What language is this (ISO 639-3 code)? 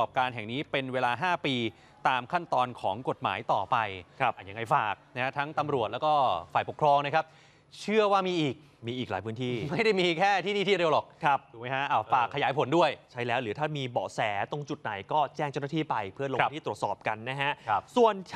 tha